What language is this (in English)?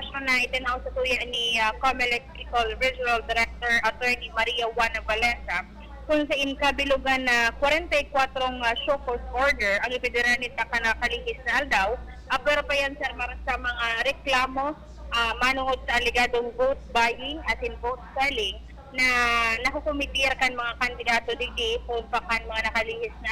Bikol